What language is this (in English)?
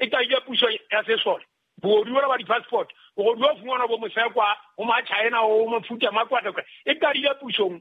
Southern Sotho